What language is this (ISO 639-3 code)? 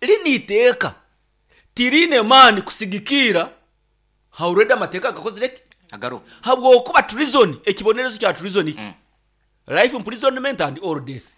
nyo